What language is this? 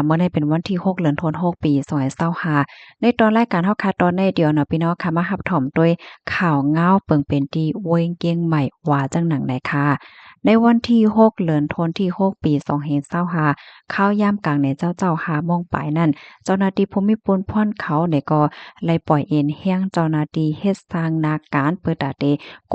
Shan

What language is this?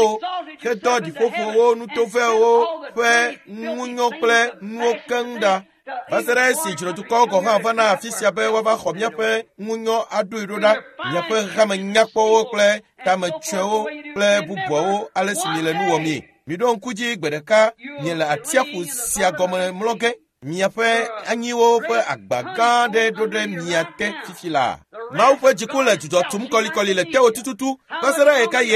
Ewe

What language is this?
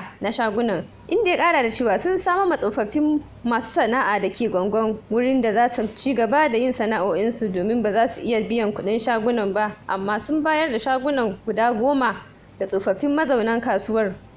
Hausa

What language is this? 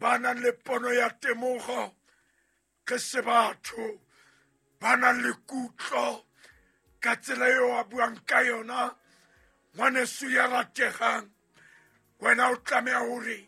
Southern Sotho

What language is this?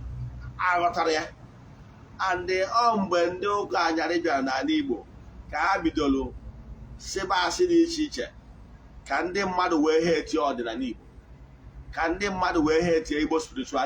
Igbo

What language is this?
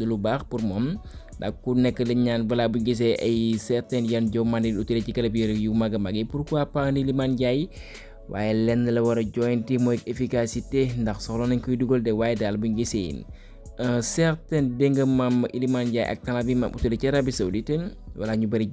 Wolof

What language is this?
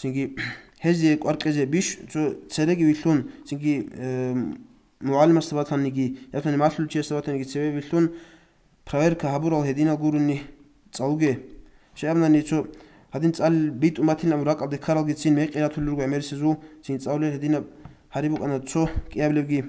Avaric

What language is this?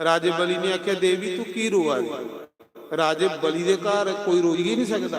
Dogri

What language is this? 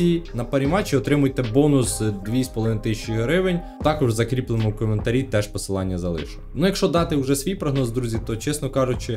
Ukrainian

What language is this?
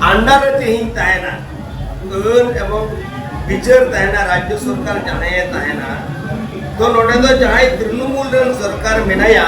Santali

